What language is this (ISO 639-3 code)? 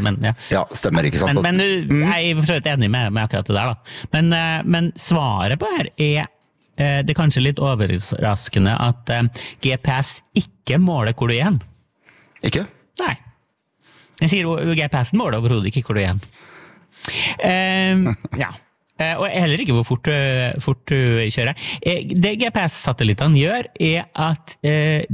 nor